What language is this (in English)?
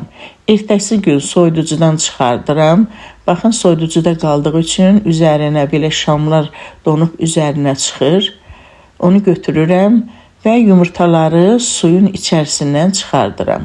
Azerbaijani